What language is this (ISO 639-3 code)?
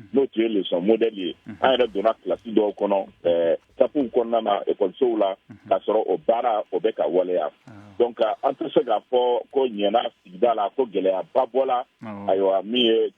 bam